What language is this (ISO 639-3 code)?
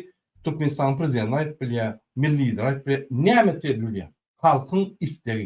tuk